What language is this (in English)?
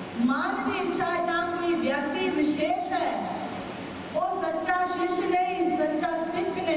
Punjabi